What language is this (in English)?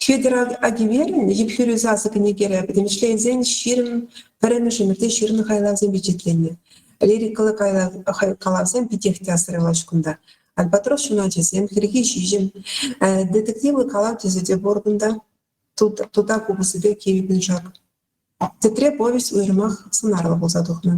Chuvash